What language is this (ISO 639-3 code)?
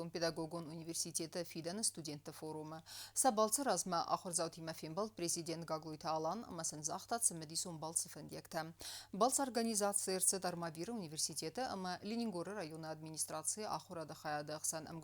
oss